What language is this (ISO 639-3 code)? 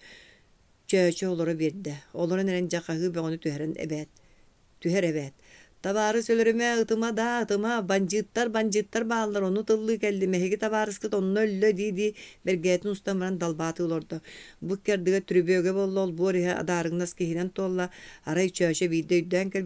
sah